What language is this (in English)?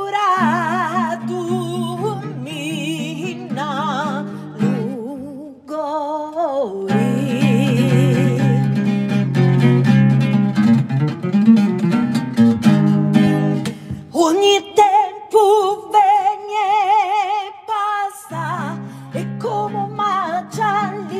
Italian